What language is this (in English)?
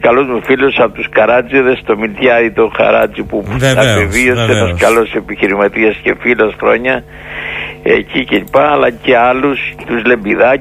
Greek